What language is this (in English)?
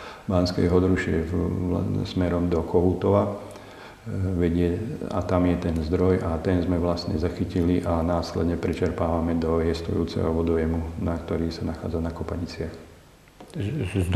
Slovak